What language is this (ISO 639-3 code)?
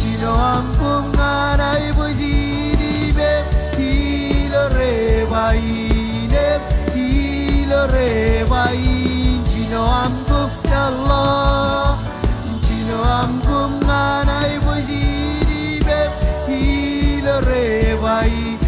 mah